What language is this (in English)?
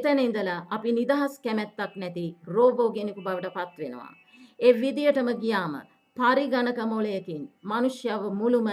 Sinhala